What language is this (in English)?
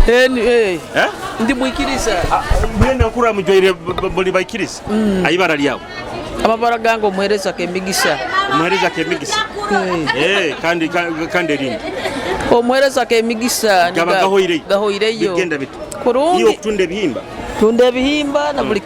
Nyoro